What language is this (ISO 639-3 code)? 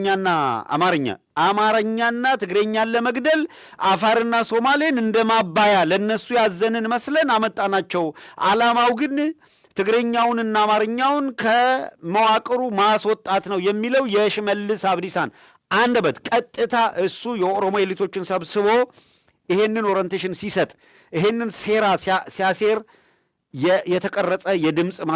amh